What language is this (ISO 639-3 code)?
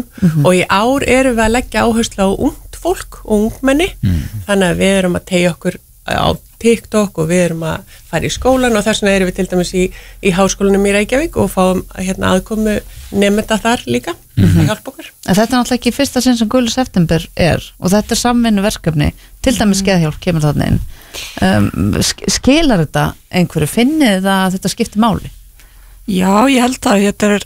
isl